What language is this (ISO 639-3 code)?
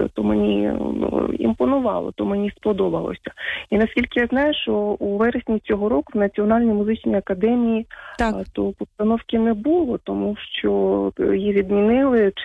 ukr